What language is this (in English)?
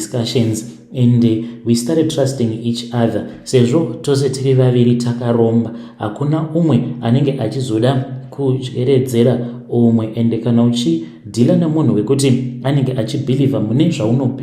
Shona